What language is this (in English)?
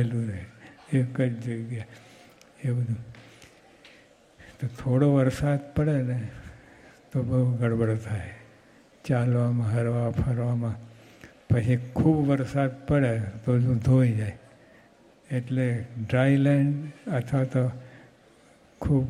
Gujarati